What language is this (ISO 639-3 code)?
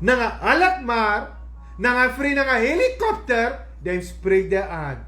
srn